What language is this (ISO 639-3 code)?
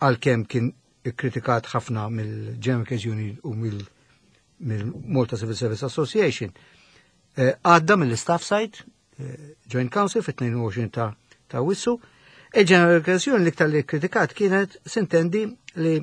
mlt